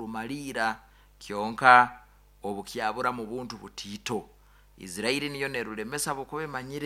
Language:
Nyoro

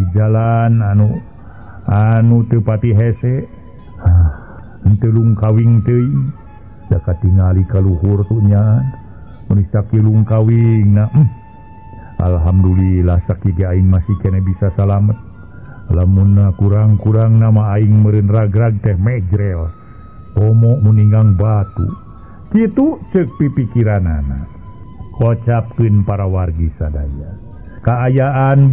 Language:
Sundanese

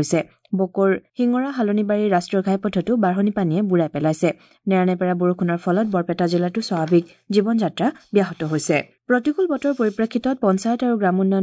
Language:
Assamese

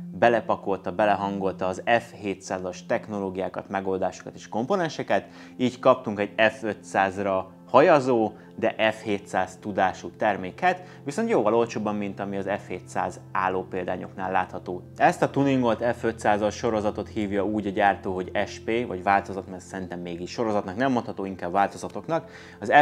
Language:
Hungarian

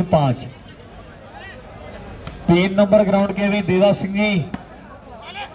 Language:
Hindi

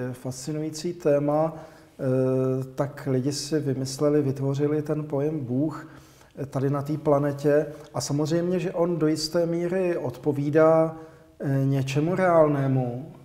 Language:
Czech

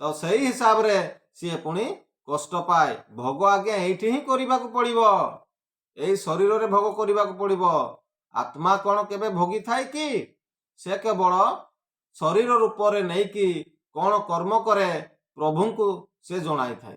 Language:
Odia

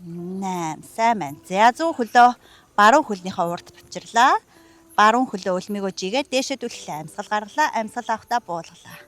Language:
Mongolian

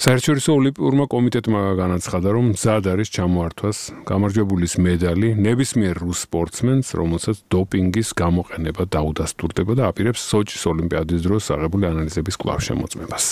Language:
Georgian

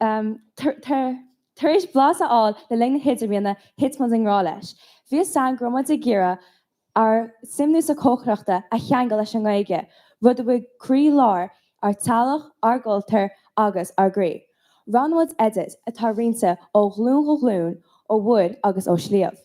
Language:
Irish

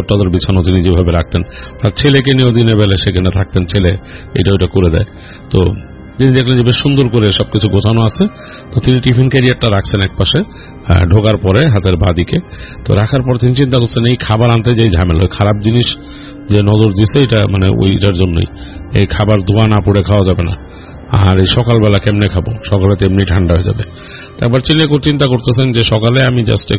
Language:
Bangla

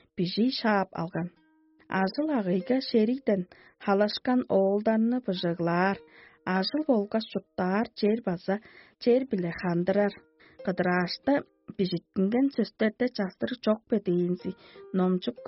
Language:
Tuvinian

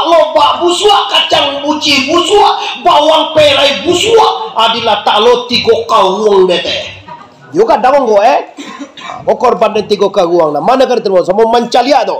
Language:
Minangkabau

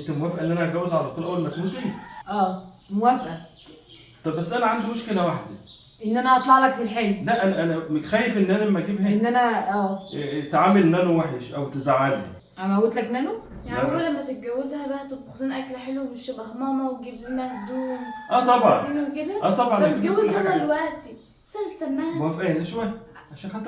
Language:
Egyptian Arabic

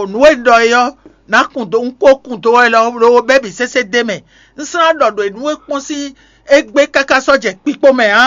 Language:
Fon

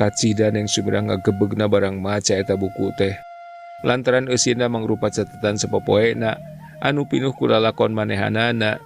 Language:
Sundanese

